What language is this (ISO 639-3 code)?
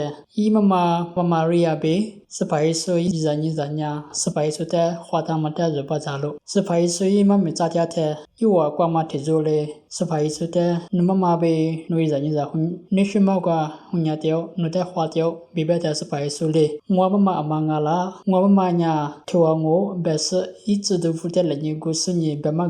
lis